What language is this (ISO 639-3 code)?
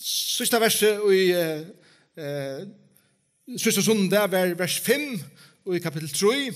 fao